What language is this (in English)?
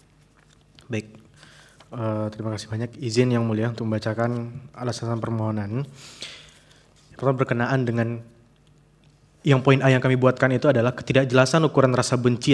Indonesian